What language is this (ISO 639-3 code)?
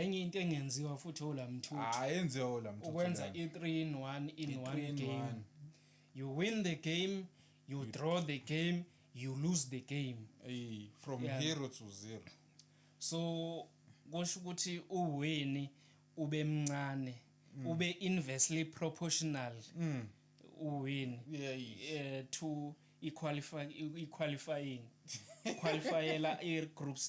zul